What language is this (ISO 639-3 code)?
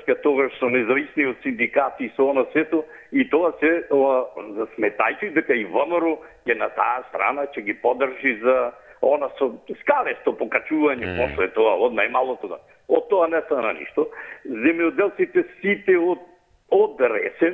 mkd